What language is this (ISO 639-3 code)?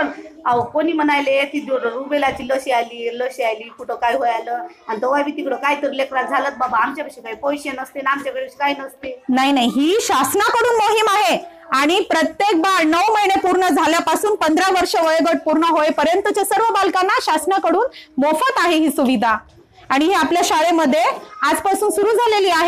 mar